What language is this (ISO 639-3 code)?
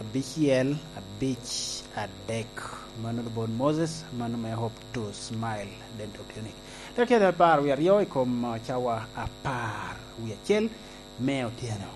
laj